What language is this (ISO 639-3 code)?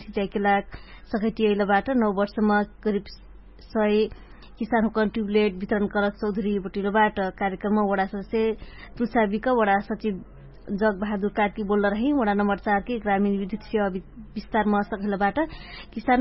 thl